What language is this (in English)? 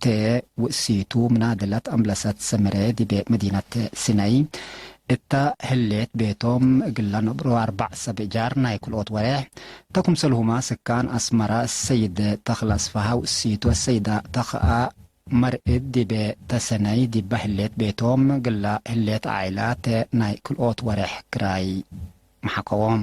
Tigre